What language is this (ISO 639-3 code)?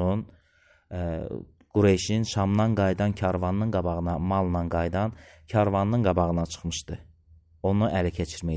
aze